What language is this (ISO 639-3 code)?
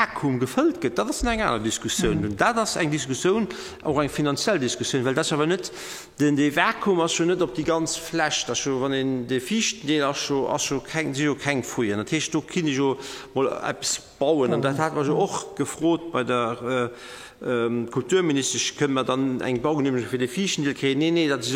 ltz